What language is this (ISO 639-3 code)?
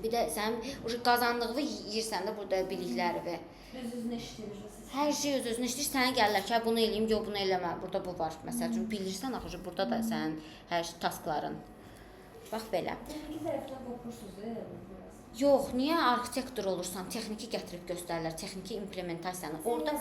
aze